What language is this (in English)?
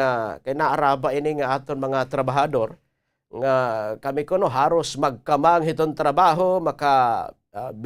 Waray